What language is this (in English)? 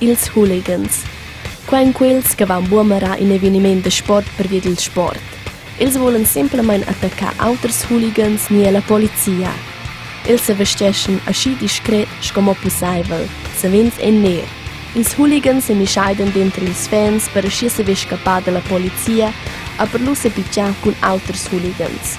Romansh